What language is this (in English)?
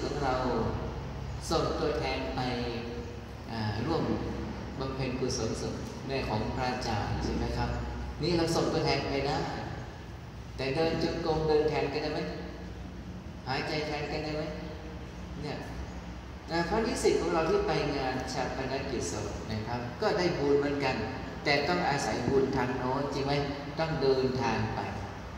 Thai